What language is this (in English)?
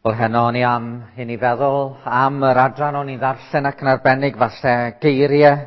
Welsh